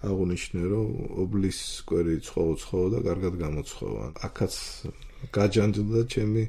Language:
Georgian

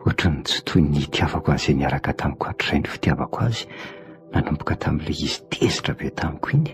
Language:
Malagasy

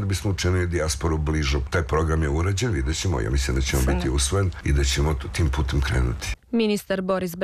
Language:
Serbian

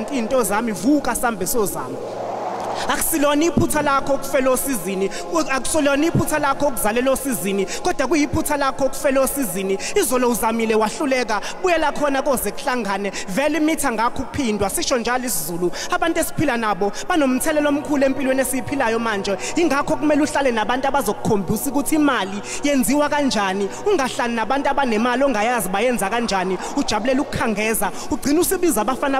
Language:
Zulu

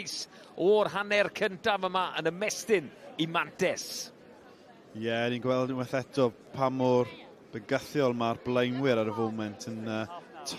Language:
Welsh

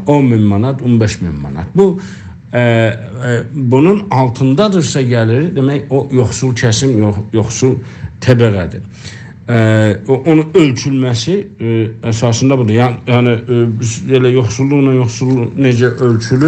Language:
South Azerbaijani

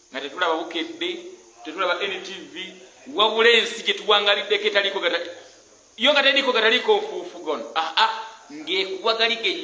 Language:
Ganda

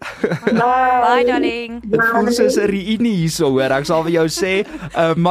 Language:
Afrikaans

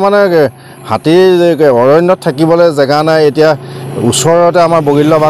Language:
Assamese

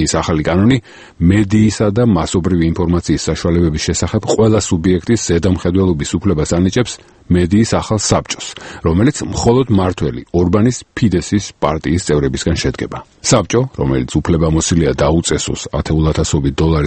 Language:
Georgian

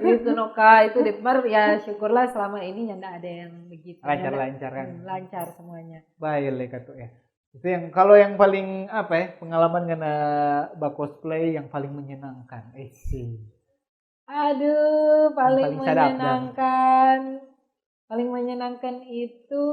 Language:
Manado Malay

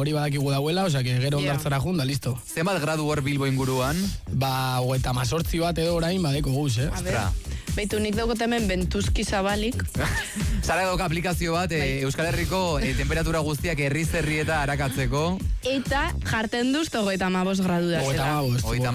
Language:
Basque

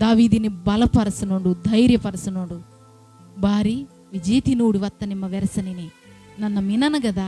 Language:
Koya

